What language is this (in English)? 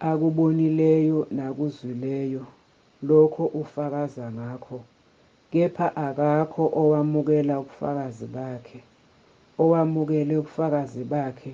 Zulu